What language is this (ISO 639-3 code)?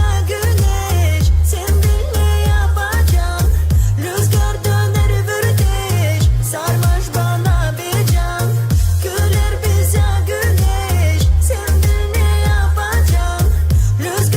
gag